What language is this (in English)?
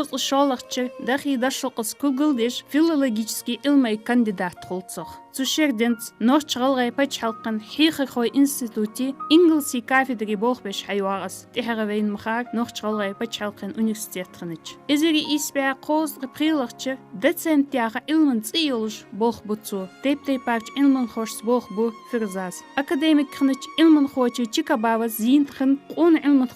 Ingush